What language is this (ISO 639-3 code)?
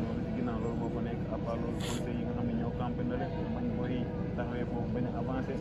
wol